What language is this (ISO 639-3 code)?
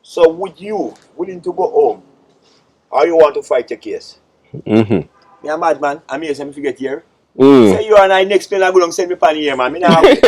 jam